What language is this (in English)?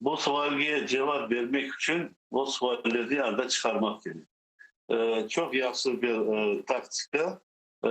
Crimean Tatar